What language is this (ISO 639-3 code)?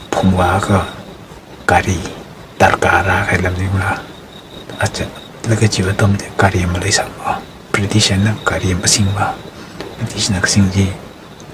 nmf